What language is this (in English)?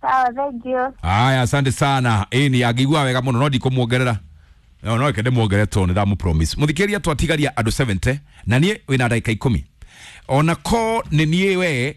Kikuyu